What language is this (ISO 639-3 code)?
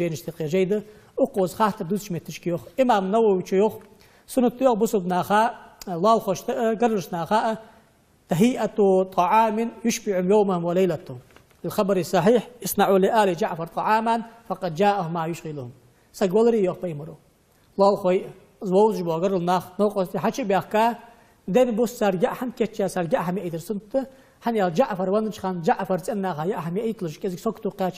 inh